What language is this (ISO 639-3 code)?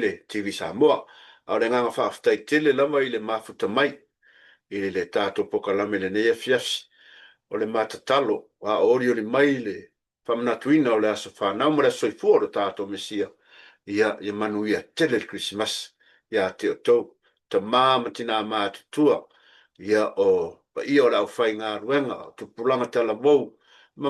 smo